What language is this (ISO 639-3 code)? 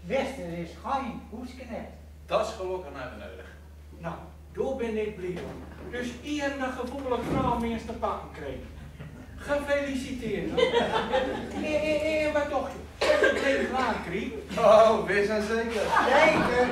gos